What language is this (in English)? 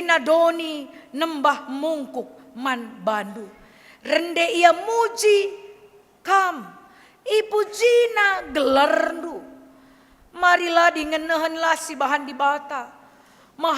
Batak Karo